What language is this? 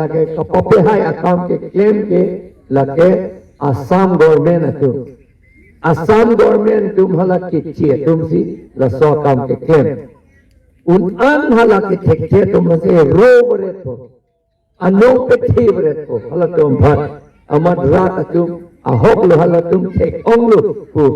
Karbi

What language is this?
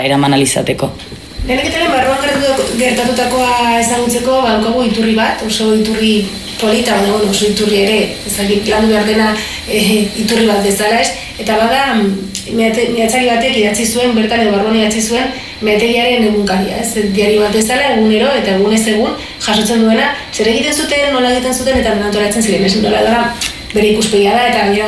Basque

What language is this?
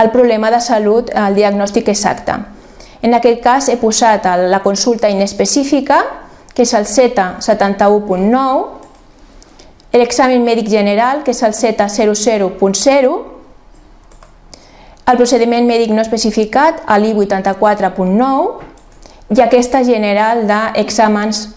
Catalan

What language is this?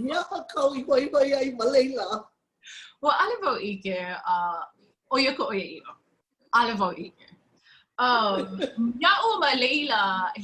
Hawaiian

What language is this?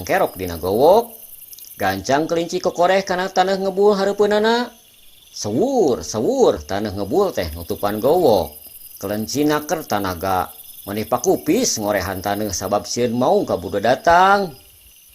Sundanese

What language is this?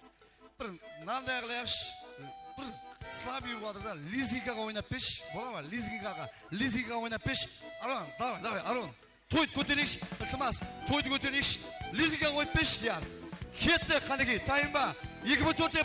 Kara-Kalpak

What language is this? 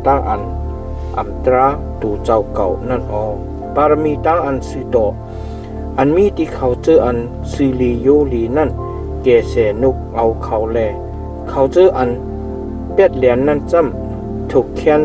Shan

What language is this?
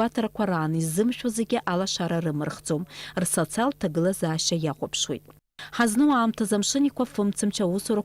Abkhazian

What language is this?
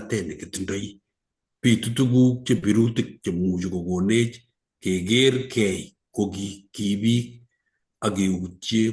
Kalenjin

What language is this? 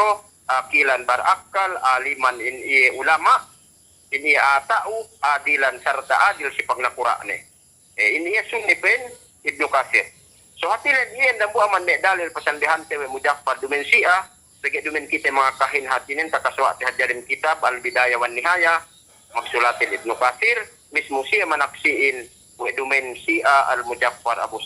Yakan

